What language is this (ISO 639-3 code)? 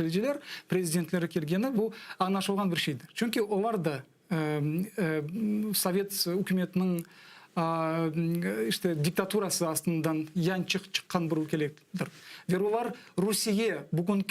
crh